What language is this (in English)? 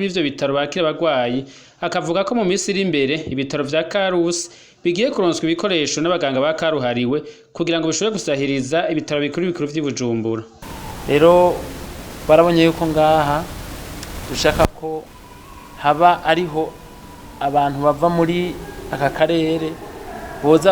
Rundi